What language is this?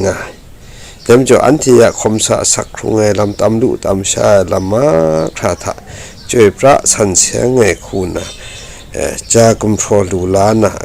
Kachin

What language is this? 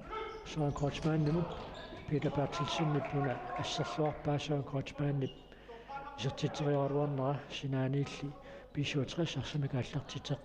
Kalaallisut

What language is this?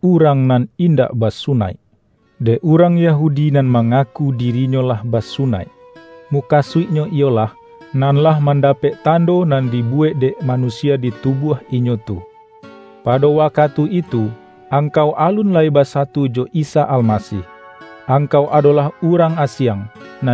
Minangkabau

